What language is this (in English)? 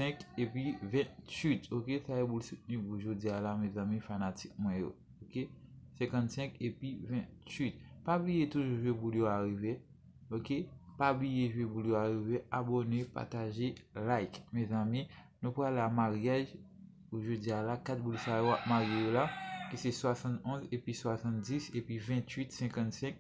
Haitian Creole